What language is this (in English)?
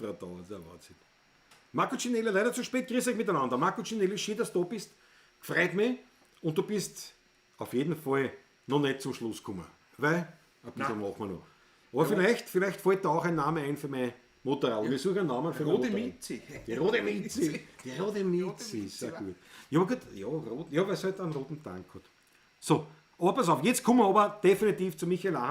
Bavarian